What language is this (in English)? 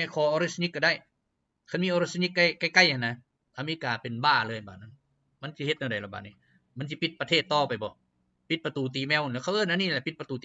Lao